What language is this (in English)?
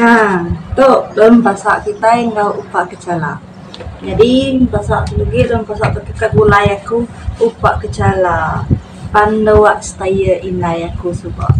Iban